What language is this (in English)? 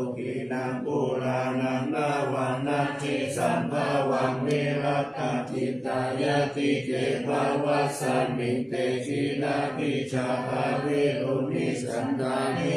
Pali